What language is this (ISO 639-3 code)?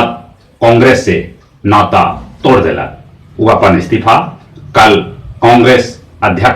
mag